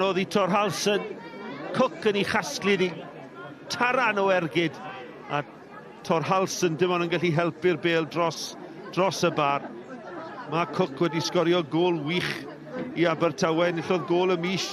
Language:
Welsh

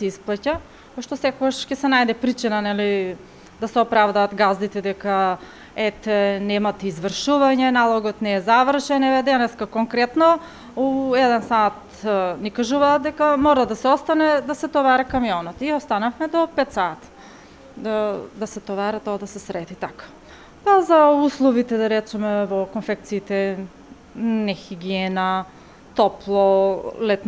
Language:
Macedonian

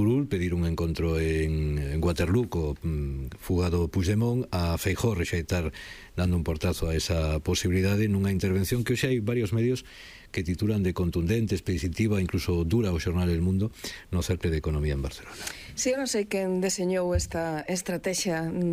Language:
Galician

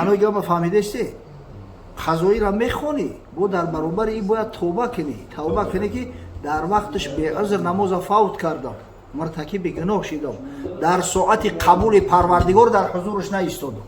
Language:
Tajik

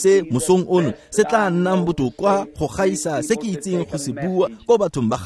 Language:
Tswana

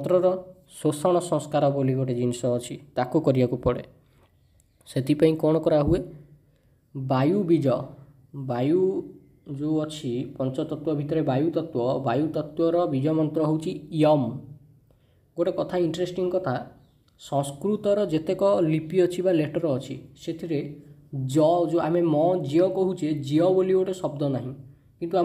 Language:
Odia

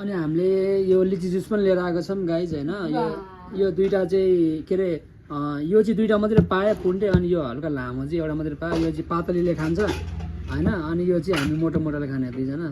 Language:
Nepali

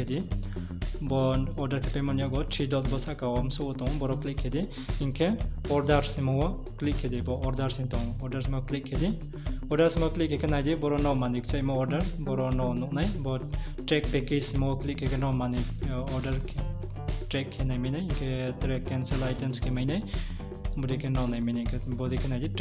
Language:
Riang (India)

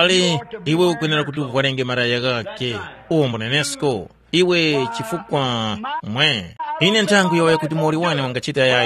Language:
Tumbuka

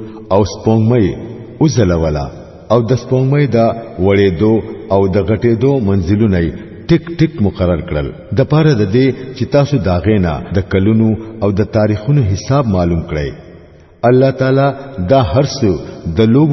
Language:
Pashto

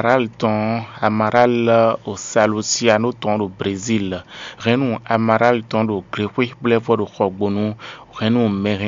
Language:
Fon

